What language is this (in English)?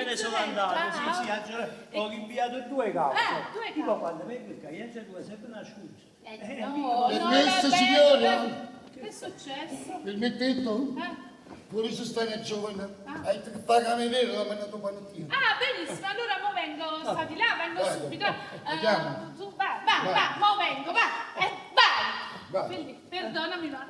Neapolitan